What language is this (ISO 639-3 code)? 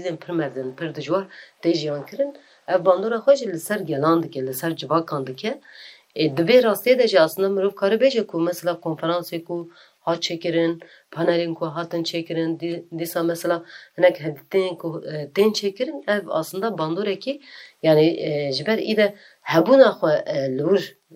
kur